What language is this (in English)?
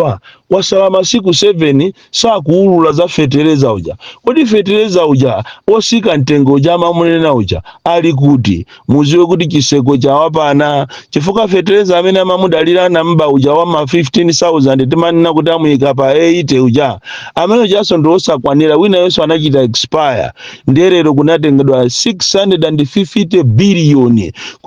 Nyanja